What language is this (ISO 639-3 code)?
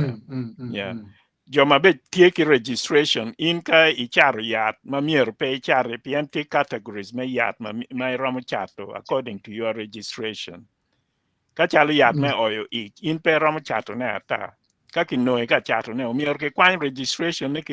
ach